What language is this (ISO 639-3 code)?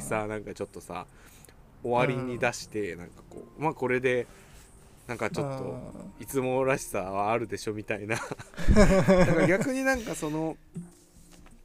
jpn